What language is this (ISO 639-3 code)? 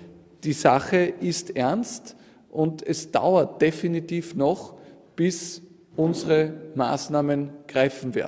deu